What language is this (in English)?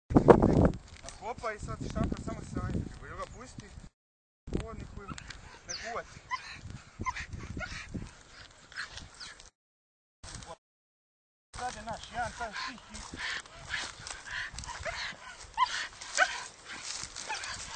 Croatian